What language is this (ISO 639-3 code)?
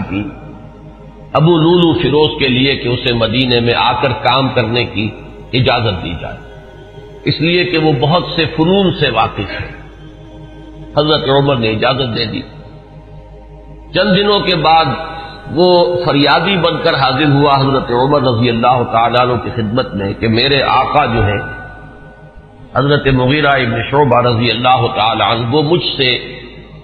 urd